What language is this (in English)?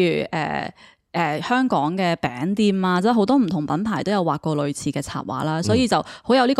Cantonese